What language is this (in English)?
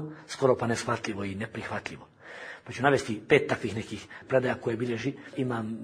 Bosnian